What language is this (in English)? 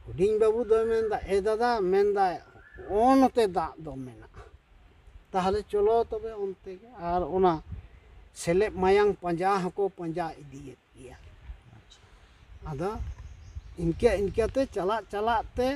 Santali